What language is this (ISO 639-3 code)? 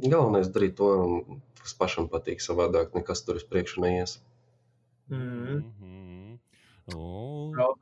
lav